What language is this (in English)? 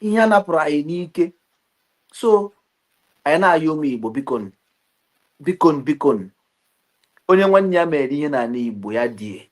Igbo